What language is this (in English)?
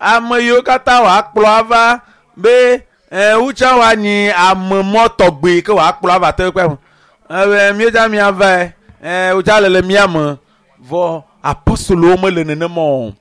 Ewe